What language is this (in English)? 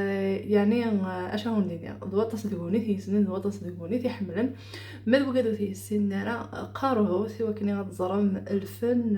Kabyle